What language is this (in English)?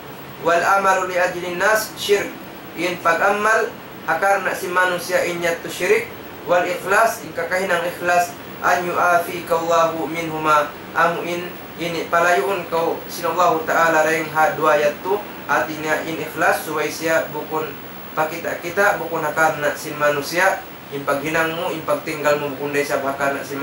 Tausug